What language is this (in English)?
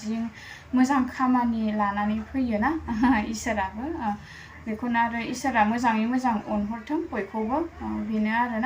Bodo